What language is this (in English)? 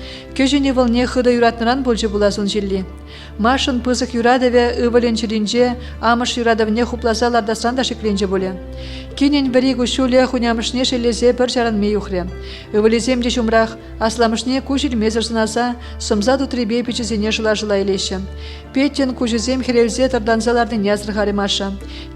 Chuvash